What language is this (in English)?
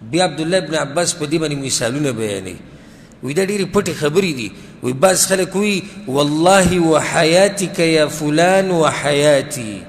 Pashto